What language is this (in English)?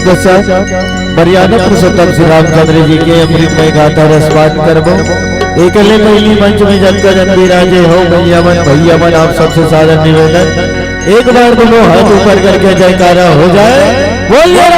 Chhattisgarhi